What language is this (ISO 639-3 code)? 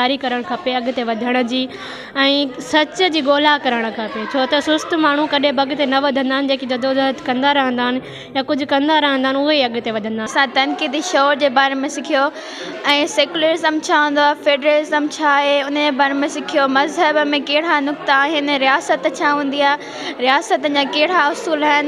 snd